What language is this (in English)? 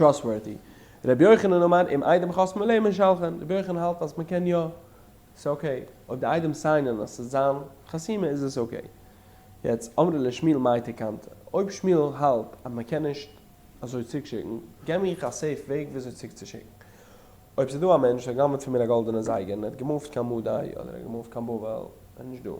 Yiddish